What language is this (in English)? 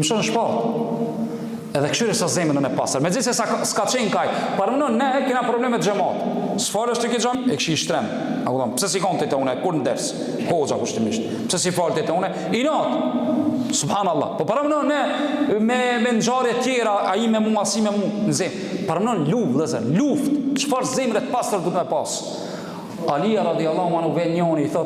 Albanian